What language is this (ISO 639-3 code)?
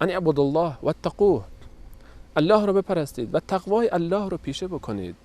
fas